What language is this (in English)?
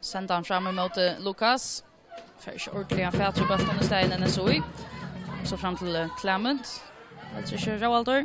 Faroese